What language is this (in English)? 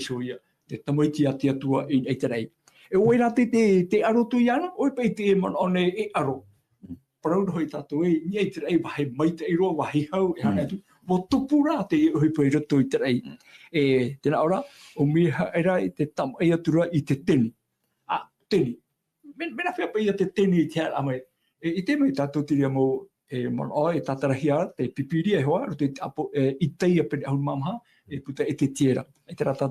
Tahitian